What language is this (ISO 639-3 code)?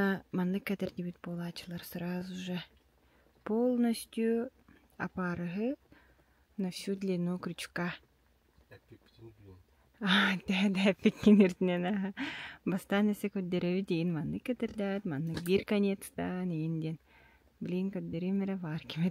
sah